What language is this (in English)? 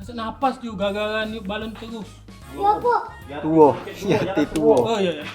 Musi